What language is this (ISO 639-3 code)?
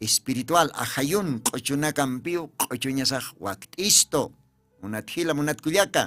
aym